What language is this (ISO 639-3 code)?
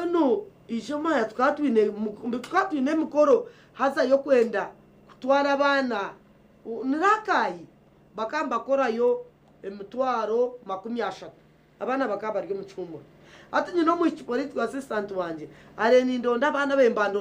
nyn